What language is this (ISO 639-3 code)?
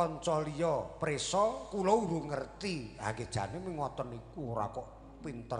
jav